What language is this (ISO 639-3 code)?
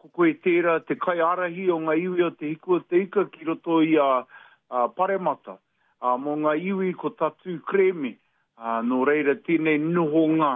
mri